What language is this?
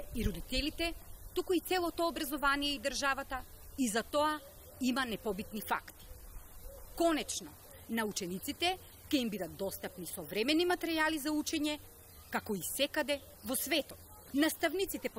Macedonian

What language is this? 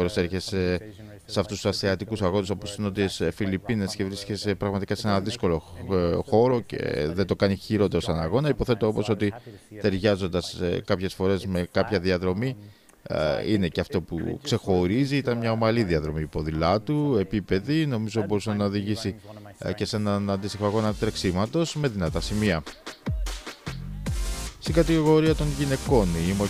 Greek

